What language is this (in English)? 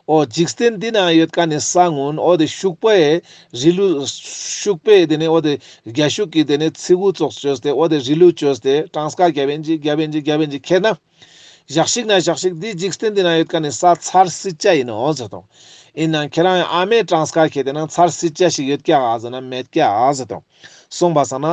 Ladakhi